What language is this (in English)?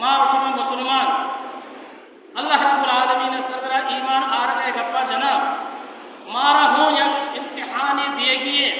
Baluchi